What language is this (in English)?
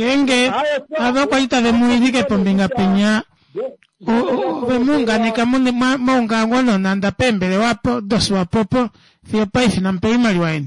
Kuanyama